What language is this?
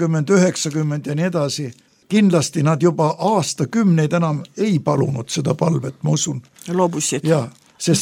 Estonian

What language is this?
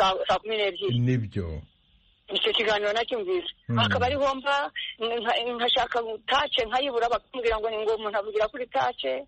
Kinyarwanda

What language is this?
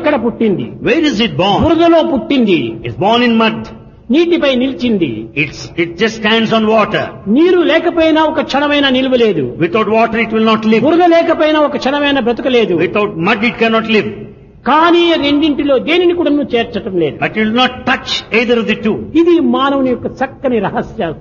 Telugu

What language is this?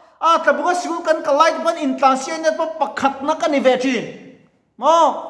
Mizo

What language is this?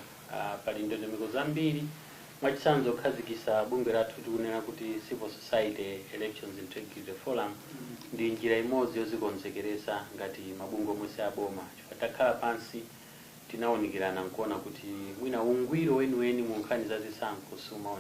Nyanja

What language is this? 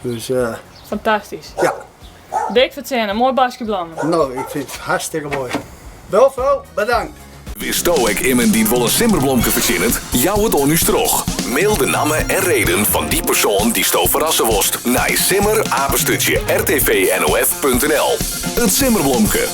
Western Frisian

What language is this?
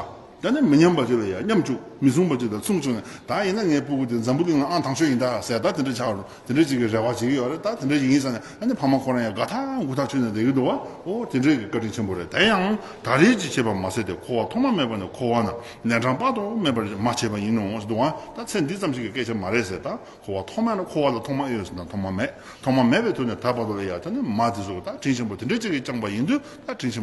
Tibetan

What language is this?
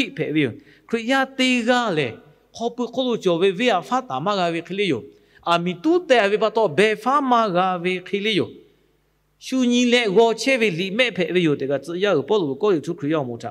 Lahu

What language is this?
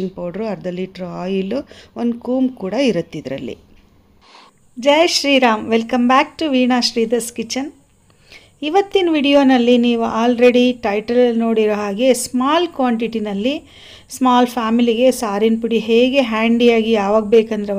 Kannada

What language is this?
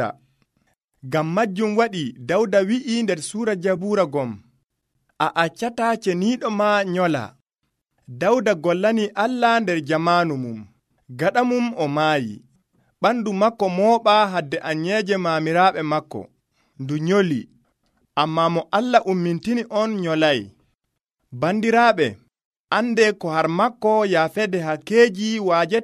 Nigerian Fulfulde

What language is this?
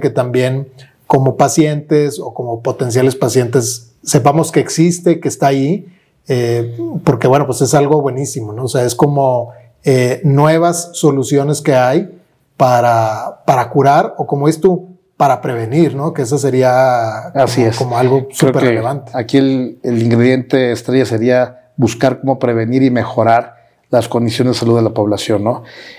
Spanish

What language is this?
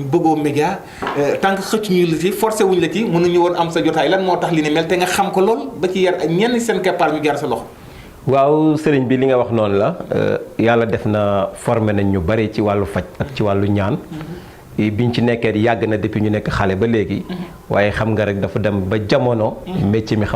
Wolof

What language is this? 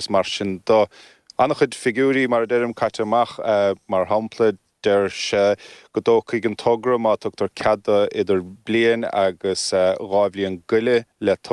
Irish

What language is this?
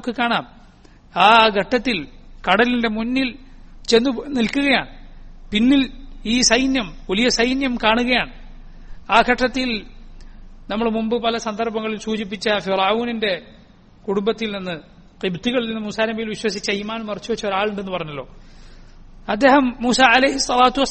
Malayalam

